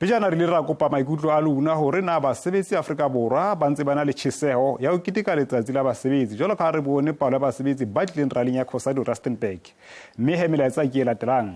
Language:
Southern Sotho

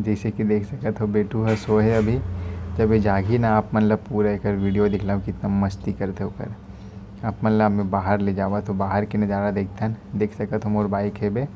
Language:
Chhattisgarhi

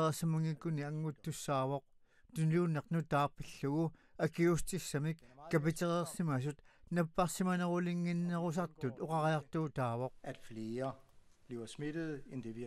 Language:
Kalaallisut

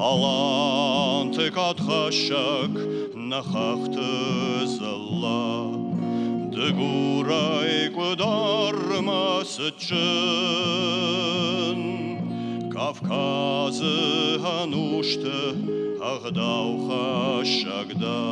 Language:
Ossetic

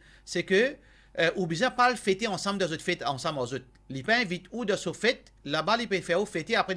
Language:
Morisyen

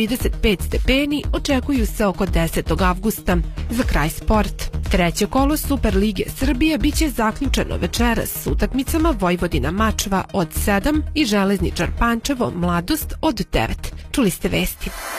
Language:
Serbian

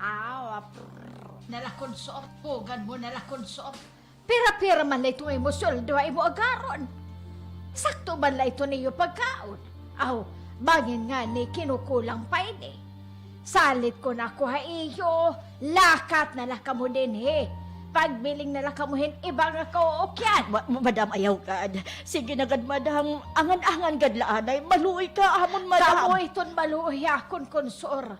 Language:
Waray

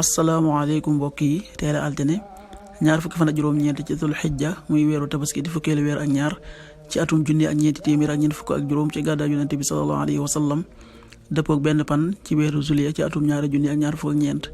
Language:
Wolof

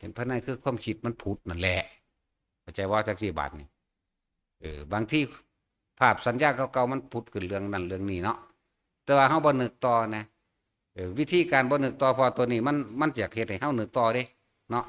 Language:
Northeastern Thai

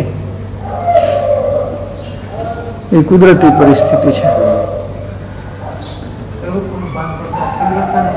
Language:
Gujarati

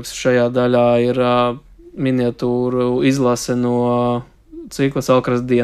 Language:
Latvian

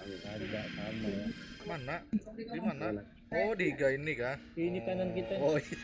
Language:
Banjar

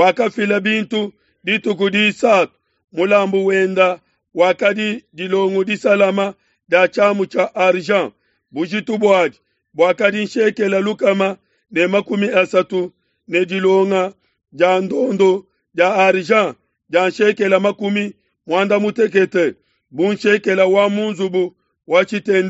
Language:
Luba-Lulua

